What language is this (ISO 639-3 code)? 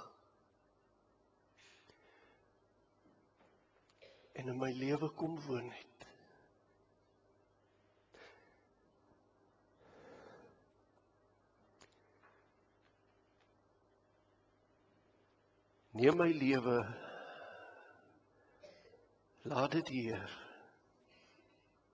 afr